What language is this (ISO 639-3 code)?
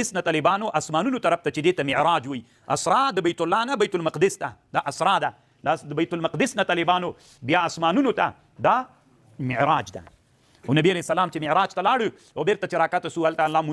pus